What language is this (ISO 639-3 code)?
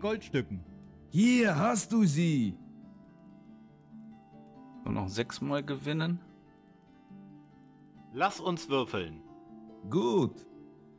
deu